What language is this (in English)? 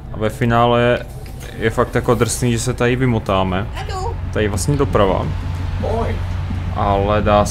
Czech